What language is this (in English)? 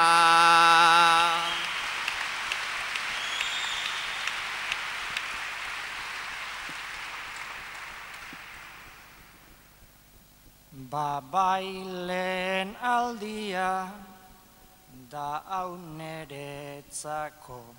Basque